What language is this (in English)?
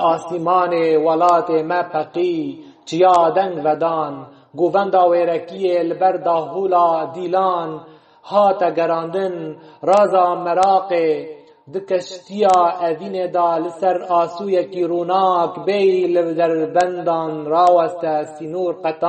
Kurdish